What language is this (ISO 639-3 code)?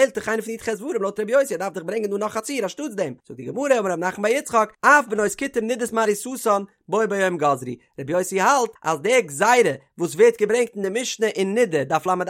yid